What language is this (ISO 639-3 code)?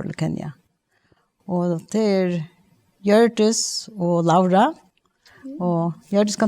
fao